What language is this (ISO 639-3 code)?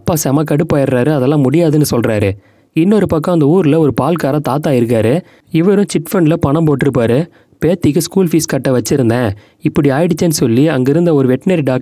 tam